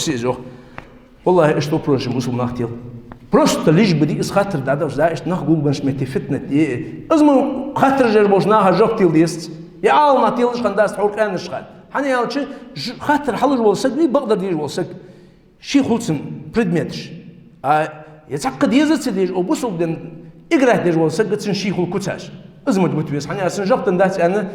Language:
Ingush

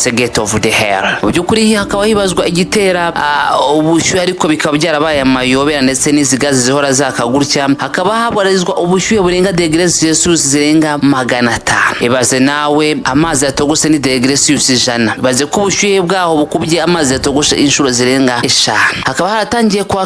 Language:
Kinyarwanda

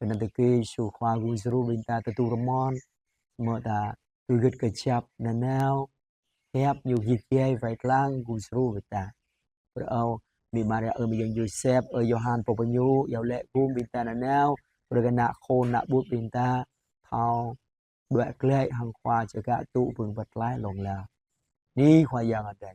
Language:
Jarai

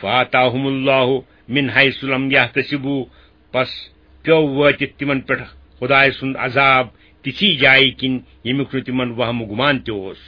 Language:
Kashmiri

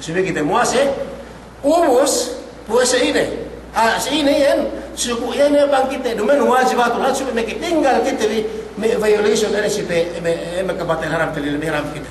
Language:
Yakan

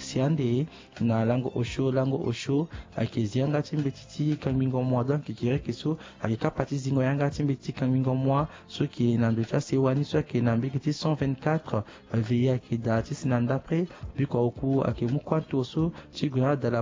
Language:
Sango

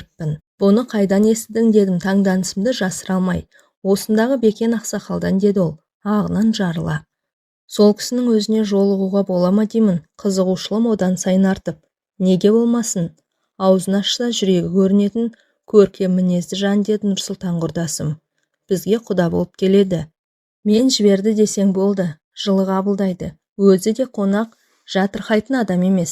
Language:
Kazakh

